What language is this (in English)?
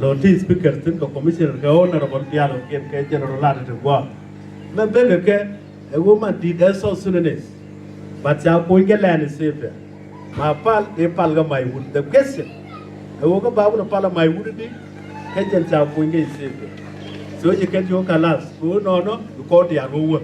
Nuer